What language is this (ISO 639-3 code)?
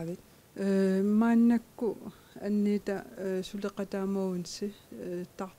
kal